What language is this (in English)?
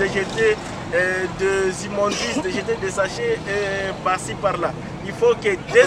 Luba-Lulua